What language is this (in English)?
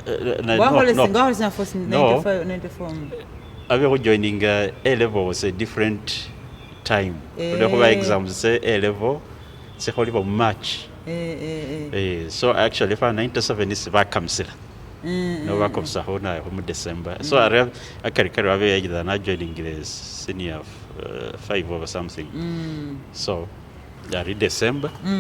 Masaaba